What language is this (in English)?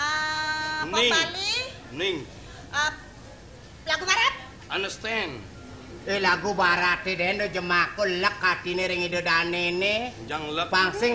Balinese